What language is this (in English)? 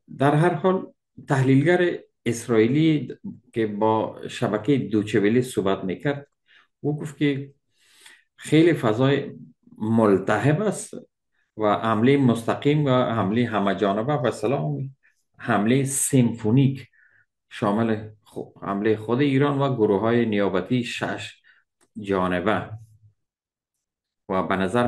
Persian